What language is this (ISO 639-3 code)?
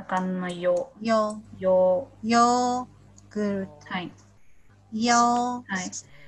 jpn